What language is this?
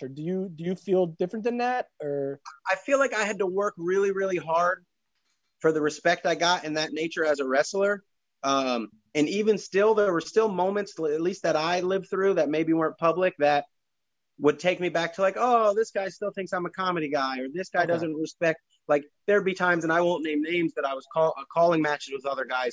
English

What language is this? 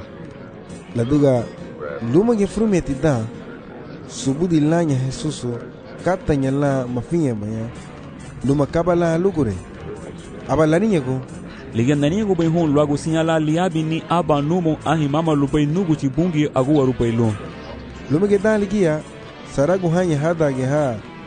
Garifuna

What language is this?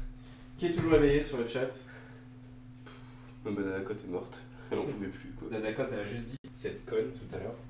French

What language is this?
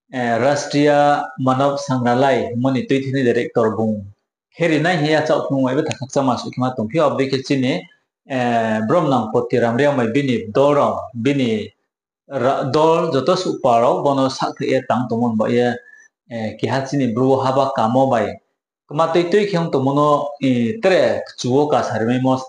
Riang (India)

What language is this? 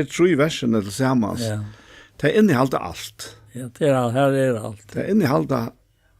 Faroese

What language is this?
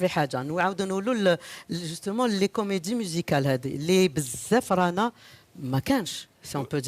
Algerian Arabic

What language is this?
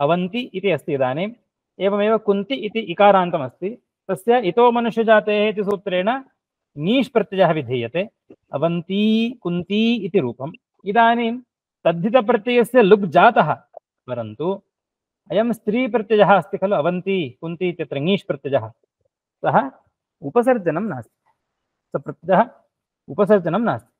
Sanskrit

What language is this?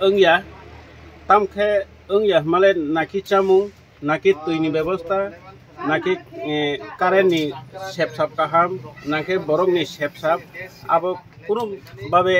Kok Borok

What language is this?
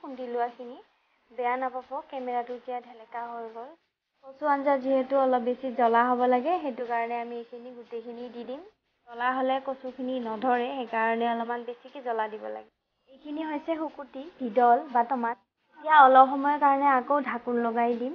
Assamese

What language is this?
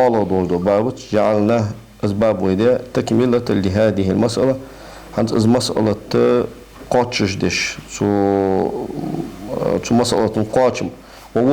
Ingush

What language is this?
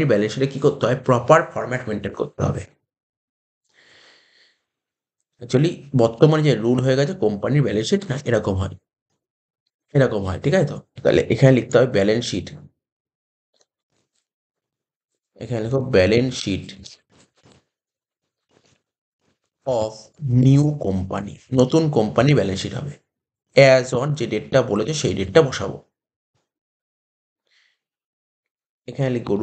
Bangla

